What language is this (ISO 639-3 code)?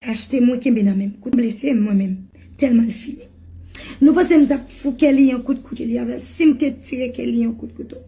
hat